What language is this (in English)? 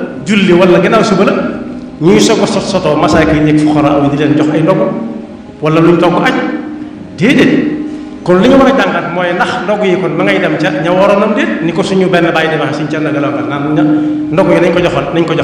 Wolof